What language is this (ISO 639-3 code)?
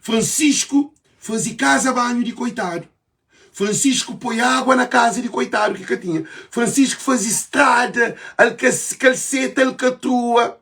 kea